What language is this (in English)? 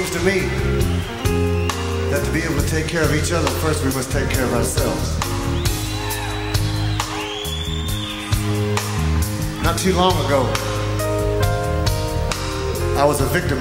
English